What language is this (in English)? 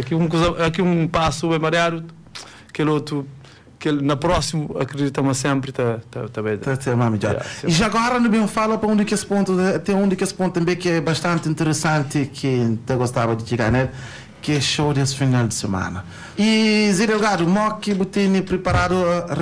Kabuverdianu